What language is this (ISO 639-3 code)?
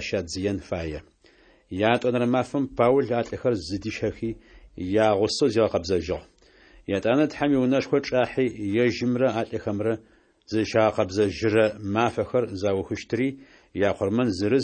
ady